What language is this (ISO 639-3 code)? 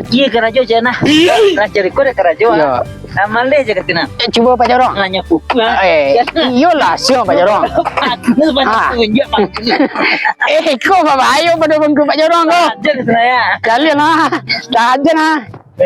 min